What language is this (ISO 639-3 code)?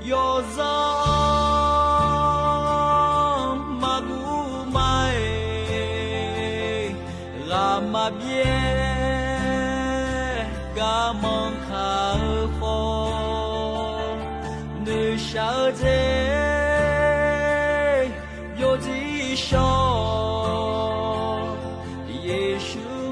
ahk